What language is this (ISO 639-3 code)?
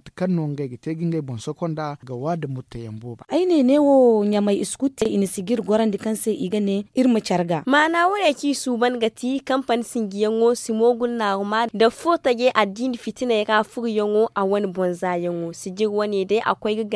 dje